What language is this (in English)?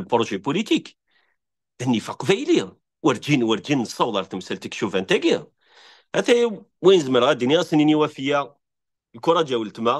Kabyle